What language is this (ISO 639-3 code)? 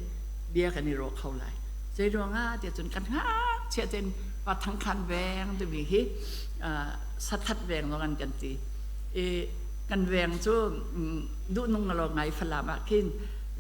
cnh